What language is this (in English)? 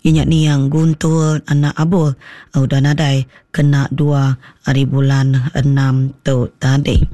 Iban